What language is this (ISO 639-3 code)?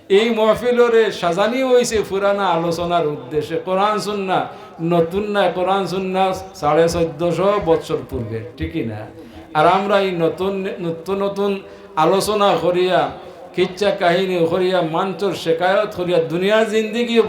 syl